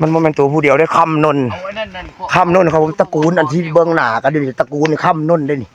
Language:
Northeastern Thai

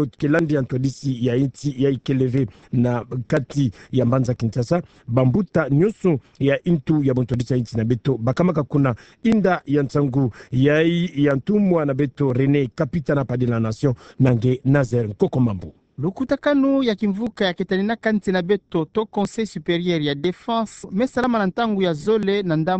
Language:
Kituba (Democratic Republic of Congo)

